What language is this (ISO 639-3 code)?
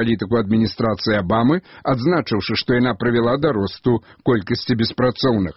bel